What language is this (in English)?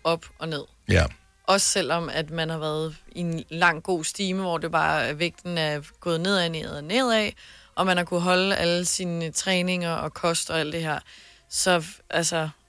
Danish